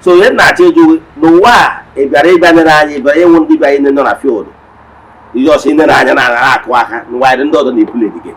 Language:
Igbo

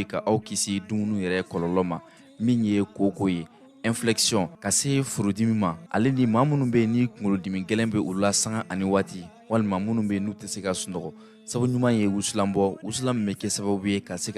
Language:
Bambara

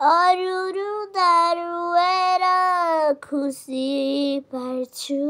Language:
Nepali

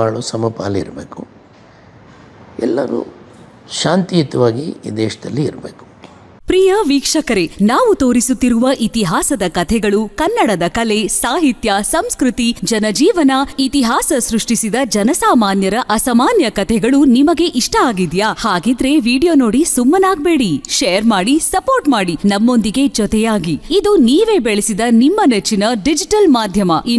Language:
Kannada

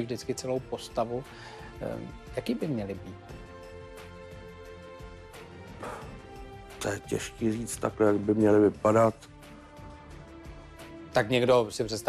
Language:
Czech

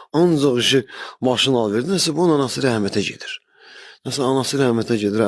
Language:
Azerbaijani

